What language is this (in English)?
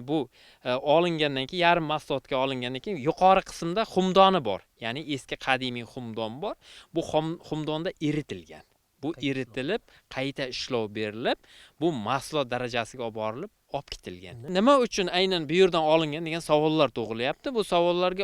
Uzbek